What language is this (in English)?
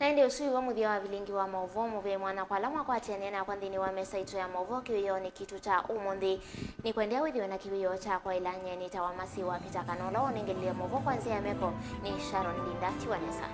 Kamba